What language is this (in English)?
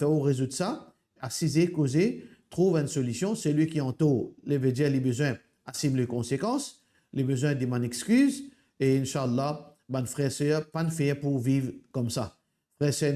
Morisyen